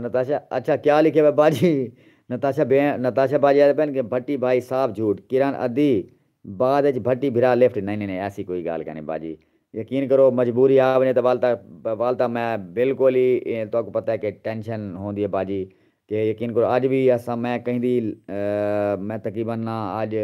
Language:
Saraiki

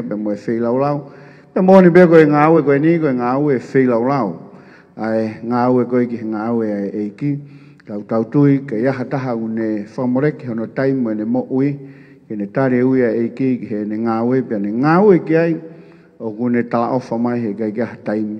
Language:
Tongan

